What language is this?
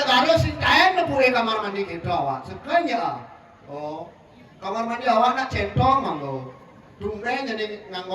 Balinese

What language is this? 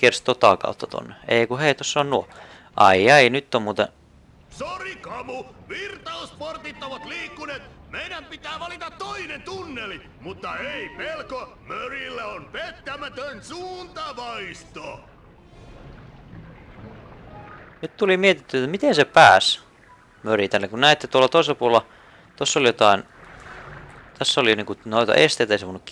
Finnish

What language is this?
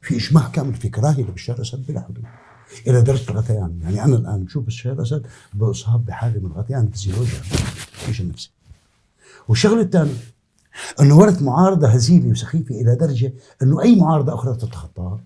North Levantine Arabic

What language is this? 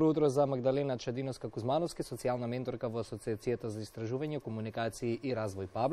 Macedonian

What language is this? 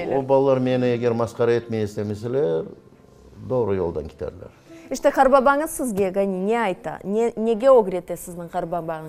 Crimean Tatar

